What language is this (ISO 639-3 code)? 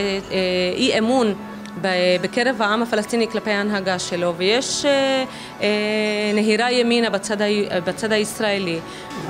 heb